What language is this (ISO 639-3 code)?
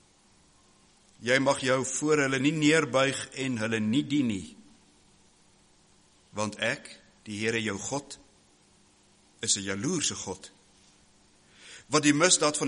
afr